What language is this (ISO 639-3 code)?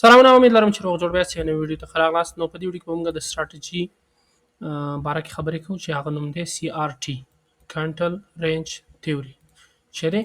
pus